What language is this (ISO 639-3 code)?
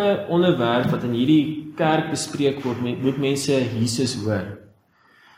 afr